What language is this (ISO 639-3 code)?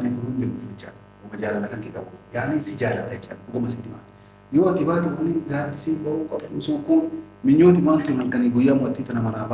orm